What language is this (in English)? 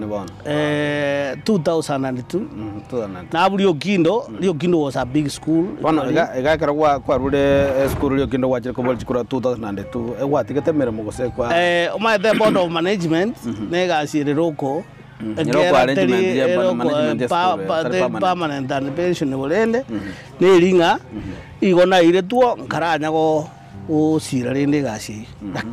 Gusii